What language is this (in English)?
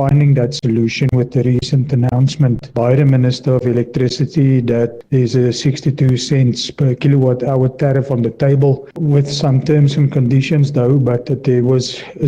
Northern Sotho